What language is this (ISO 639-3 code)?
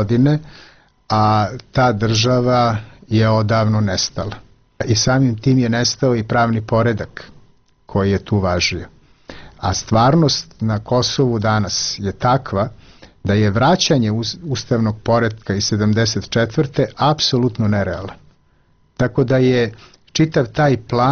srp